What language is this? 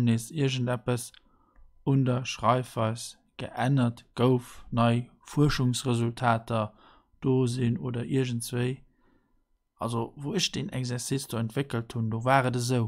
Luxembourgish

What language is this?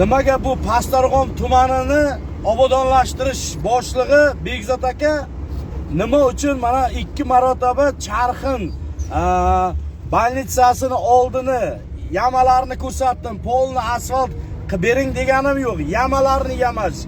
Uzbek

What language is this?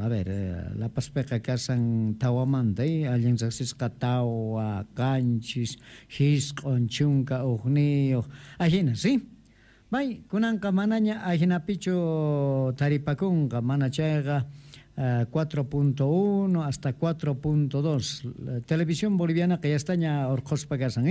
Quechua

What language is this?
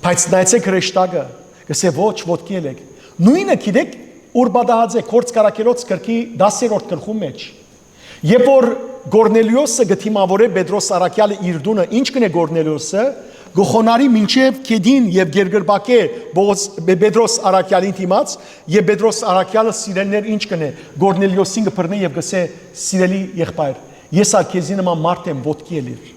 Western Armenian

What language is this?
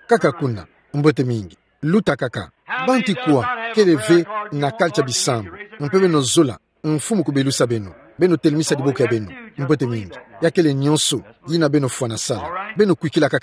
Kituba (Democratic Republic of Congo)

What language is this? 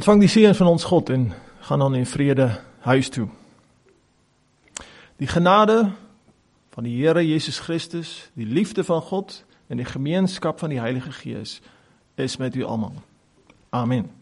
Afrikaans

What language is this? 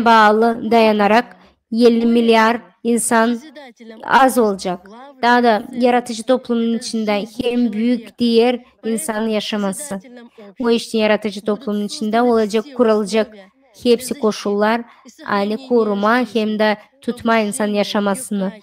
Gagauz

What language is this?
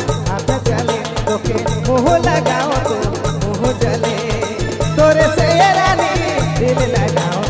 Sadri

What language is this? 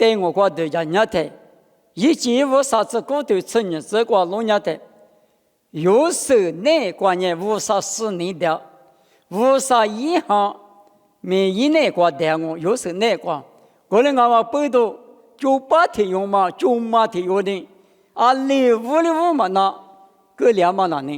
Lisu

